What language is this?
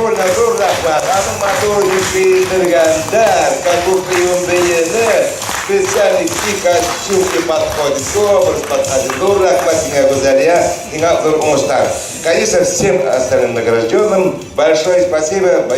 Bashkir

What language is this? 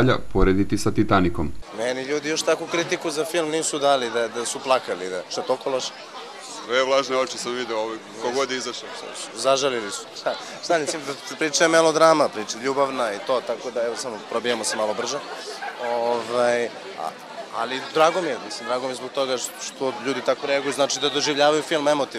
Serbian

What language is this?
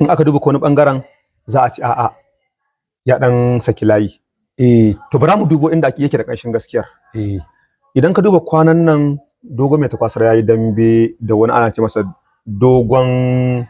Hausa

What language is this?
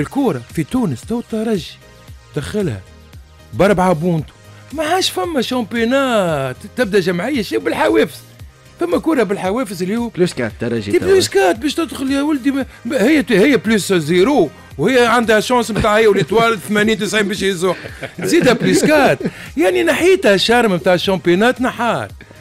Tunisian Arabic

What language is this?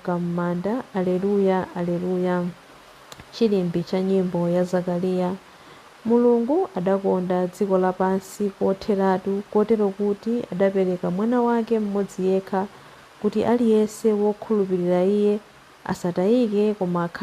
Nyanja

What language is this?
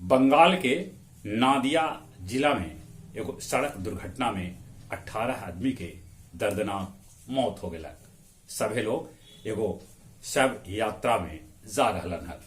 Magahi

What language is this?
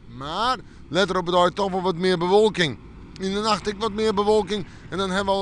Western Frisian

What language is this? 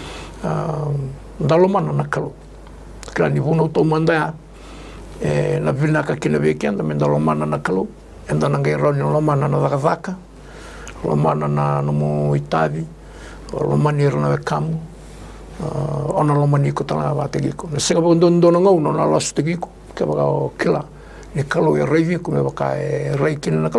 Fijian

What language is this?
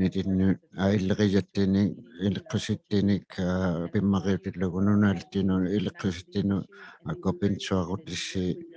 Inuktitut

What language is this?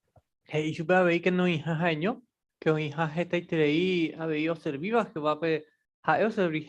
Guarani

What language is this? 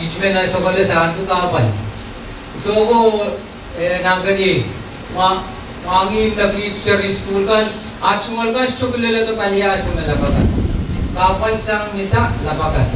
Pohnpeian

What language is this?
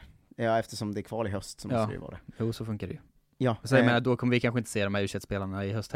Swedish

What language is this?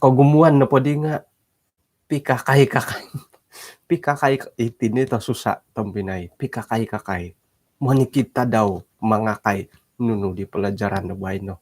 Central Dusun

